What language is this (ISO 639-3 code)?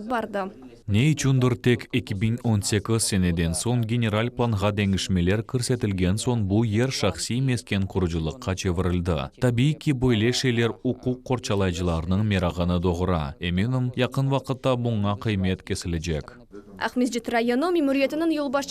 crh